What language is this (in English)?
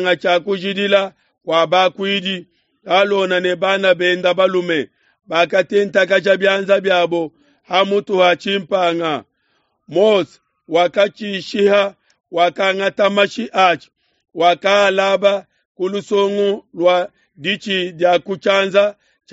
Luba-Lulua